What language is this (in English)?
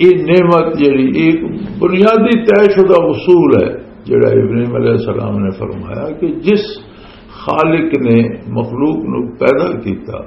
Western Panjabi